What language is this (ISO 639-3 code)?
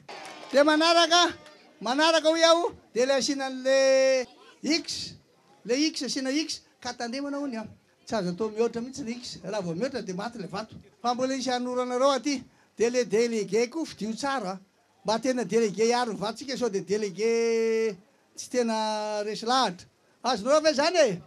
mlg